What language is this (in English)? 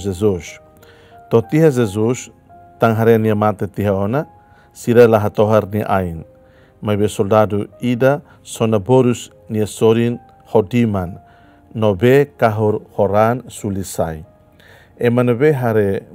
Tetum